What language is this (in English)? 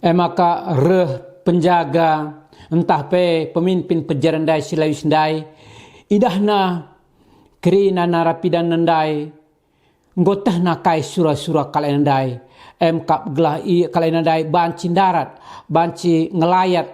Batak Karo